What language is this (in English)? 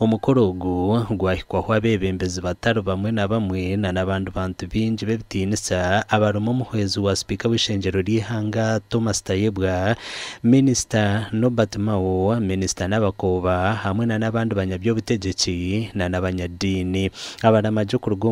Nyankole